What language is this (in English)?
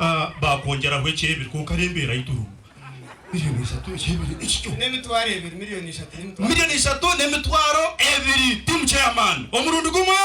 Nyankole